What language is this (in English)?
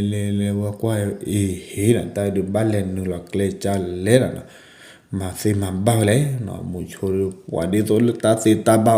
S'gaw Karen